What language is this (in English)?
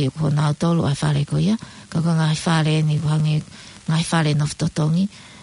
Tongan